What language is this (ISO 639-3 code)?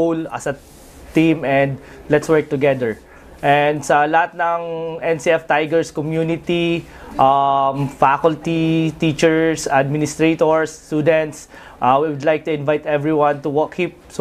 bik